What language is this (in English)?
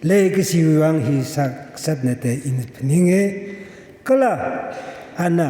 Tangkhul Naga (India)